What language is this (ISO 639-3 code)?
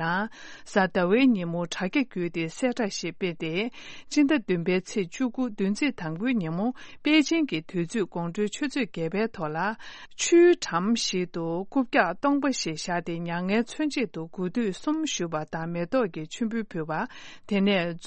bod